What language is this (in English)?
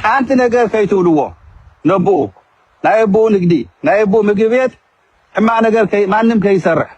Tigrinya